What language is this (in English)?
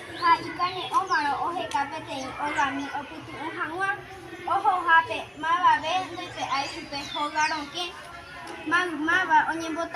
Guarani